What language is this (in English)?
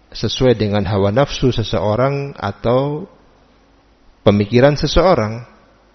Indonesian